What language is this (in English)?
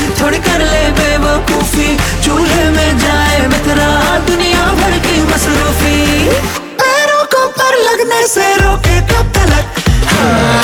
Hindi